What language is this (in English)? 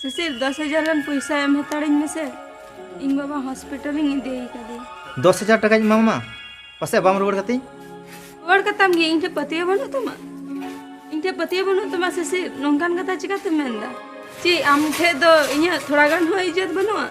Santali